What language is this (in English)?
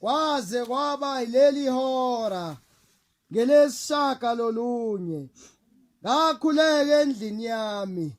Zulu